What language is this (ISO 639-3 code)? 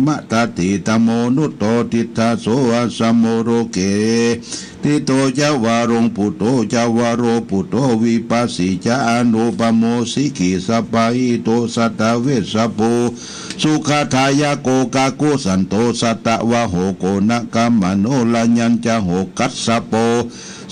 pli